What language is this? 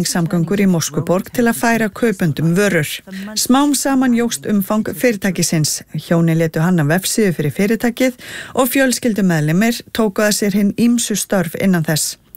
Icelandic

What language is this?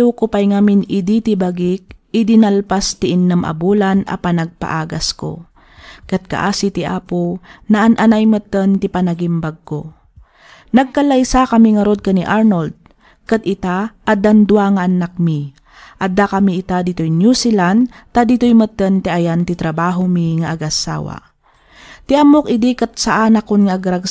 Iloko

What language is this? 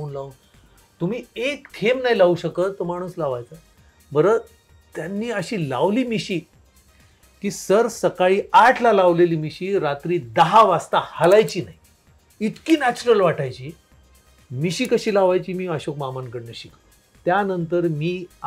Marathi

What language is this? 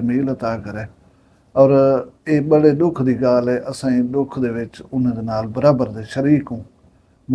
Saraiki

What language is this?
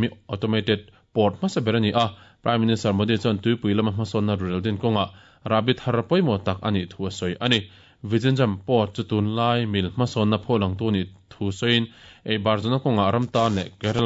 Mizo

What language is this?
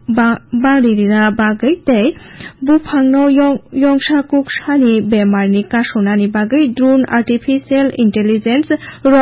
Kok Borok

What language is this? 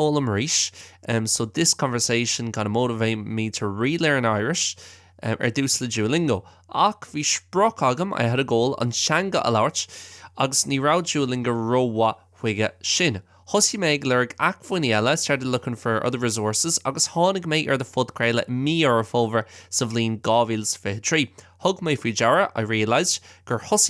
Irish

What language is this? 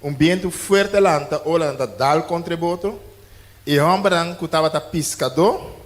Papiamento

